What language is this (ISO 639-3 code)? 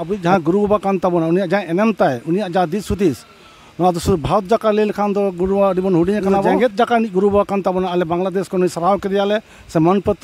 sat